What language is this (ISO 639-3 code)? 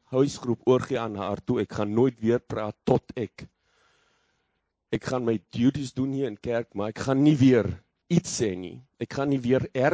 afr